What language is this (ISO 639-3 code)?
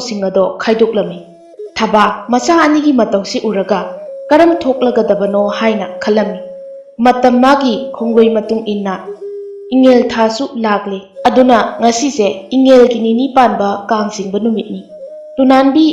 mni